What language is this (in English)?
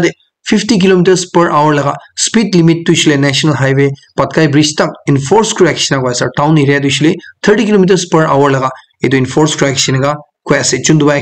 Naga Pidgin